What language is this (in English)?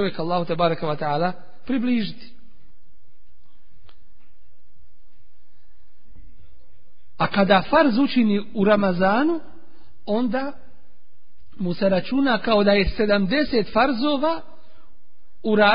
Bosnian